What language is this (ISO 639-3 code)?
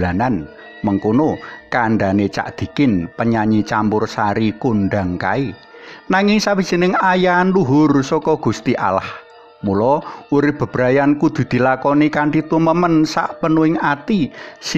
jav